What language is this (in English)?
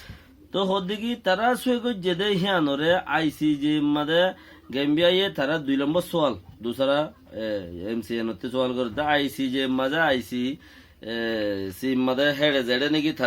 Rohingya